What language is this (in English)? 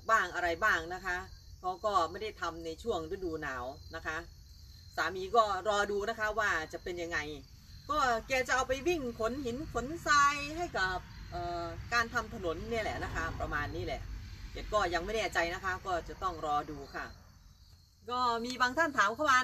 Thai